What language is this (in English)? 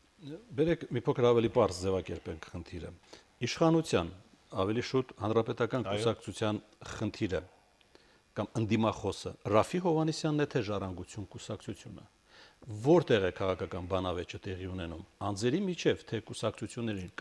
Armenian